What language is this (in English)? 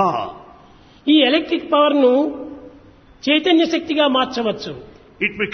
Telugu